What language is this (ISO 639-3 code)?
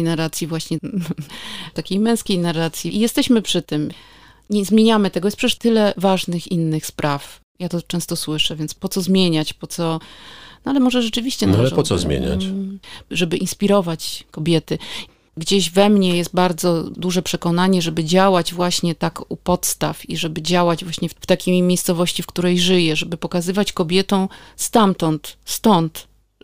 pol